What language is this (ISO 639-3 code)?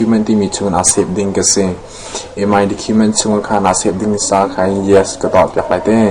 cnh